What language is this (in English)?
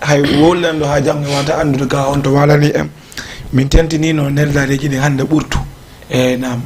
Fula